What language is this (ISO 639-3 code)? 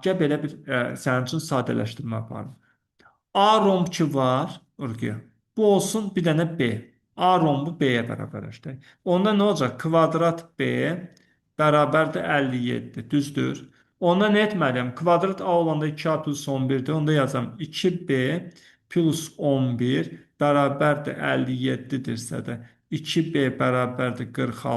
aze